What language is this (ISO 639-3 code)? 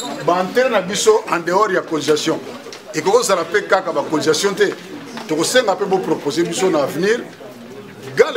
lin